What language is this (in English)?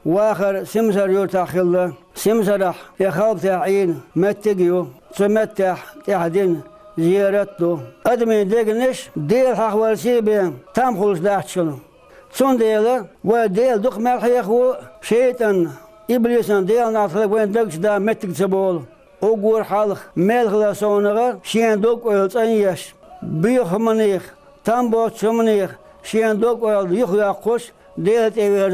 Chechen